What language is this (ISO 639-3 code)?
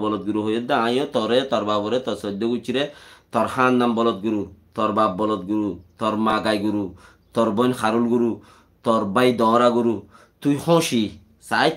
rhg